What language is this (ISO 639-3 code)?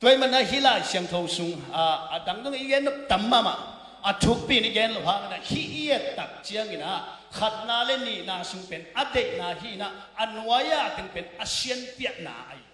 ctd